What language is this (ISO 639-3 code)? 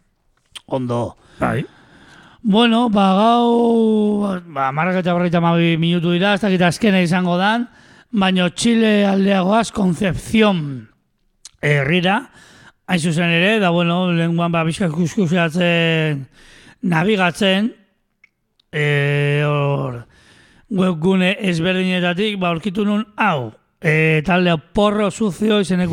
eus